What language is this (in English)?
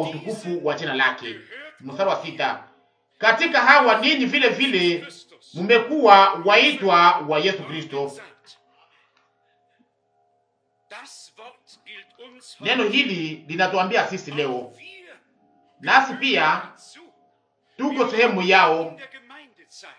Swahili